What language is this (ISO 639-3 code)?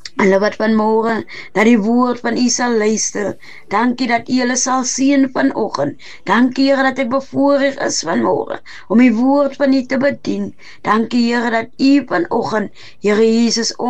afr